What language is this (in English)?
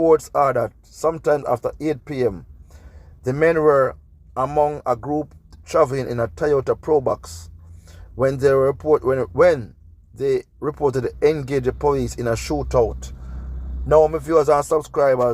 Jamaican Creole English